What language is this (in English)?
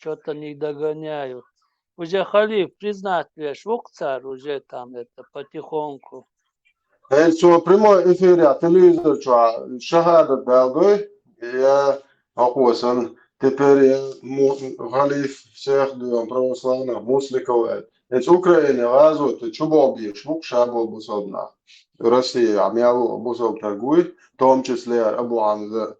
Chechen